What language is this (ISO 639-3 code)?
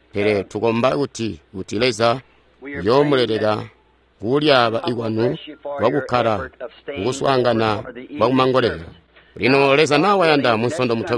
toi